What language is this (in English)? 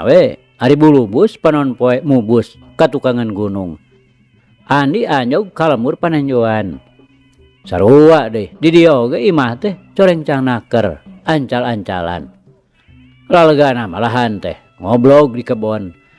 Sundanese